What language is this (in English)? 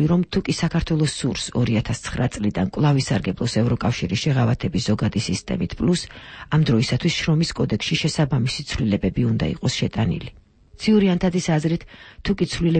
Georgian